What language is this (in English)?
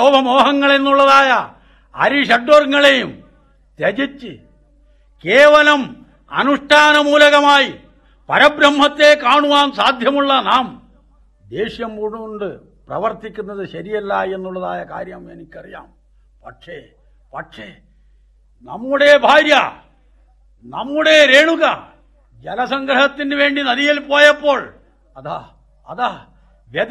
Malayalam